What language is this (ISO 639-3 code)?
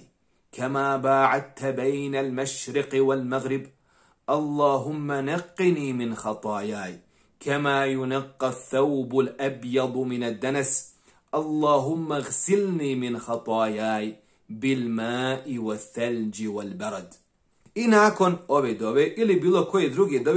bos